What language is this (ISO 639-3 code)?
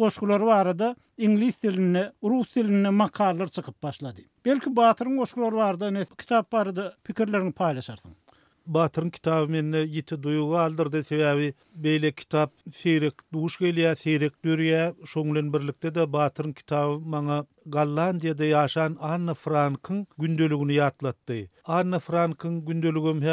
tuk